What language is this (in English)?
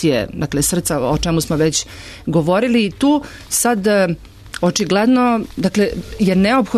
Serbian